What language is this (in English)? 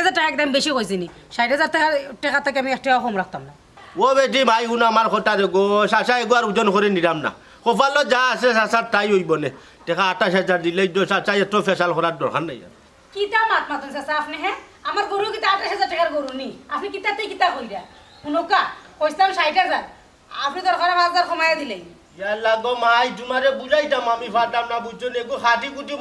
Sylheti